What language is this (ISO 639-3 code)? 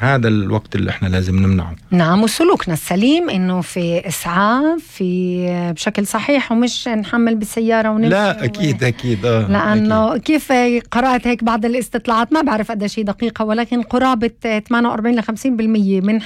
apc